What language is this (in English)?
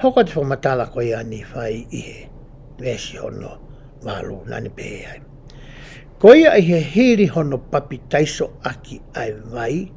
Tongan